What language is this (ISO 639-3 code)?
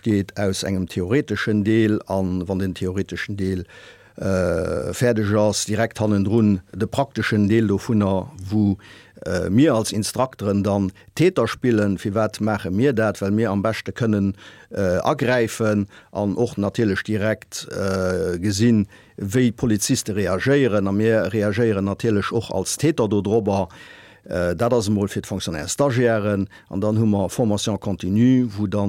ltz